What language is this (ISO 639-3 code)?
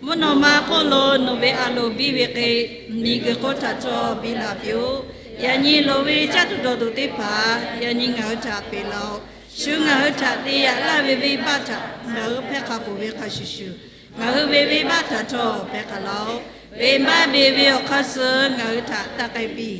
lhu